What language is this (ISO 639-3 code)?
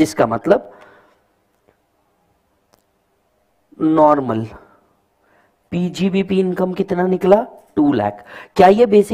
hin